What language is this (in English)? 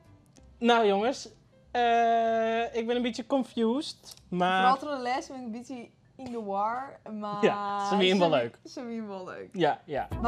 Western Frisian